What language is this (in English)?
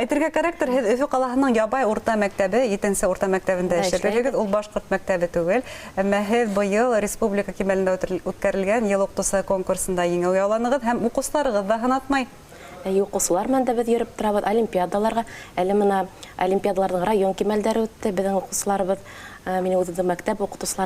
Bashkir